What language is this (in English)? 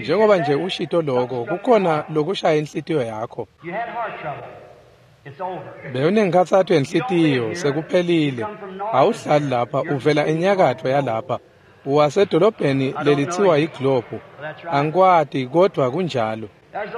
Swati